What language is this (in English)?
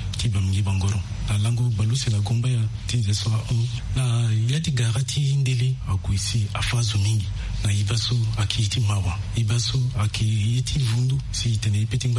Sango